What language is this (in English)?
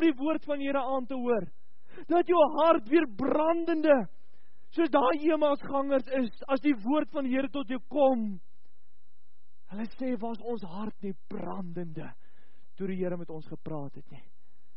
Afrikaans